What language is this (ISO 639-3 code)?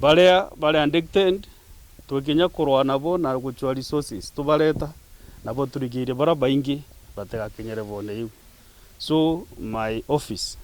mer